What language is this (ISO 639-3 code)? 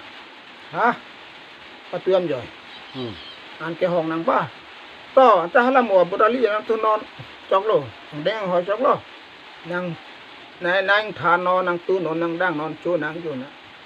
mjw